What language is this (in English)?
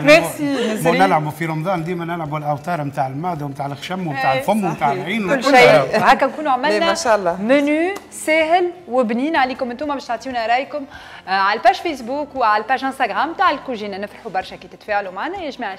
Tunisian Arabic